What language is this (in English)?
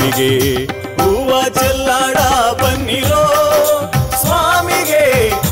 Kannada